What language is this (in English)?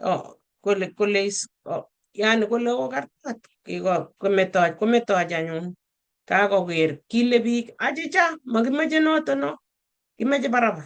Kalenjin